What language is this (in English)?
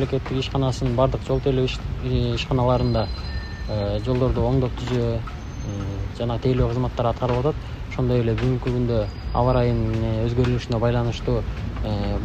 Kyrgyz